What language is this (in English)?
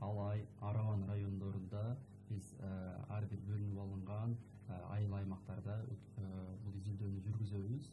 Kyrgyz